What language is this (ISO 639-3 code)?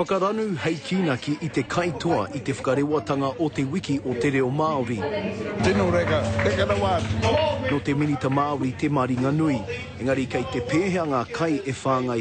mri